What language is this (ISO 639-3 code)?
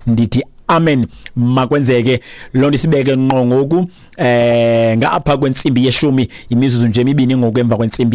xho